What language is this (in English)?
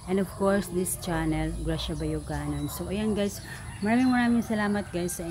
Filipino